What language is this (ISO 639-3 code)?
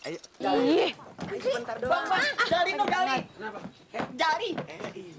bew